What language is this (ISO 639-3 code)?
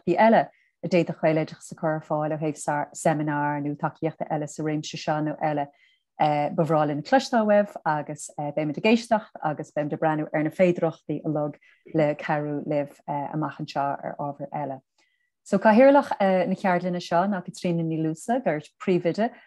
gle